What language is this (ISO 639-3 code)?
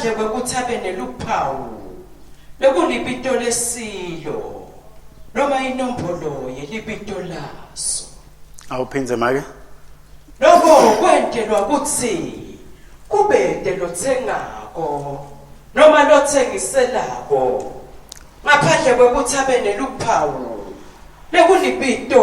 ssw